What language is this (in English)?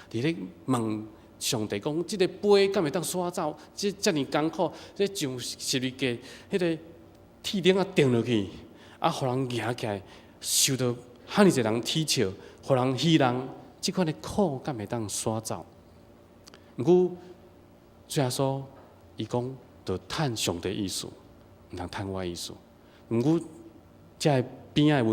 Min Nan Chinese